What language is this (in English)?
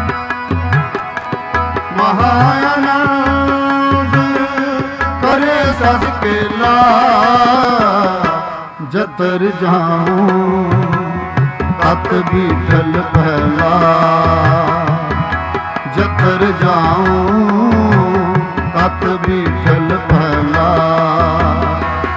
Punjabi